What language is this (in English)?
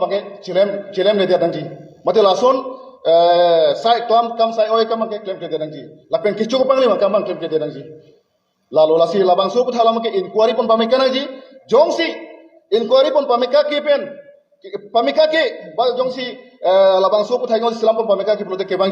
Karbi